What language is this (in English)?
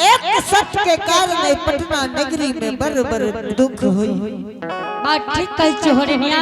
Angika